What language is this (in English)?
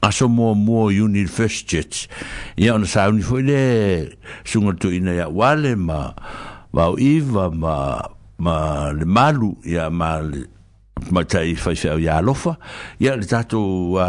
Samoan